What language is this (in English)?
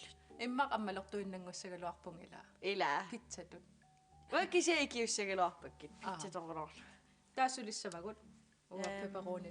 Kalaallisut